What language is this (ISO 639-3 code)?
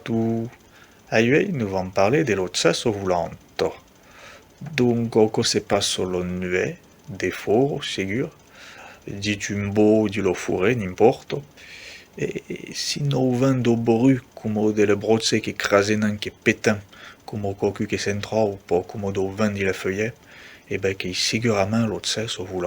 oci